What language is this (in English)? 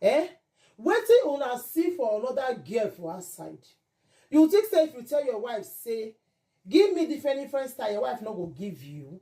Nigerian Pidgin